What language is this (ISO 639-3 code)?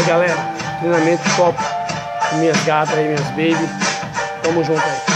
por